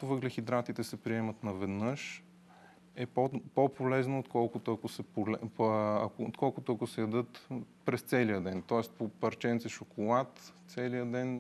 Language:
Bulgarian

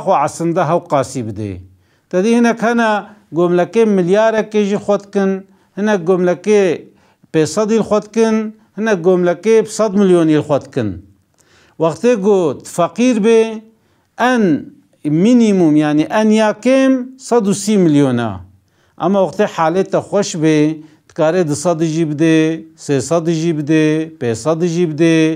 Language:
Kurdish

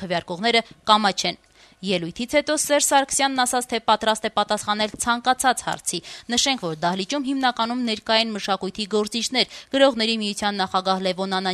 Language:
Armenian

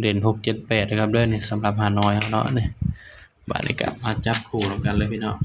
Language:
Northeastern Thai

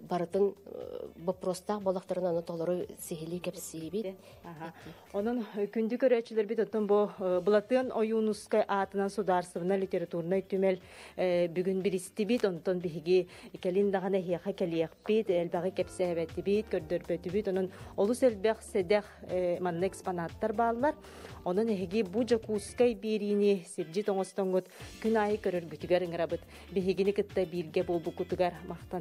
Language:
Yakut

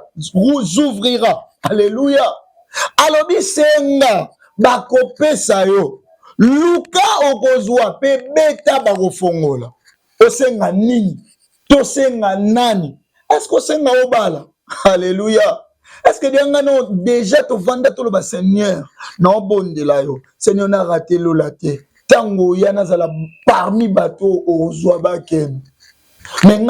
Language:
Lingala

